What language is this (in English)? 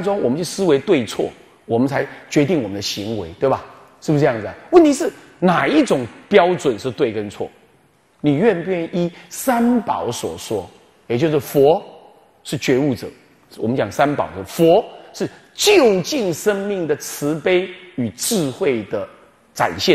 Chinese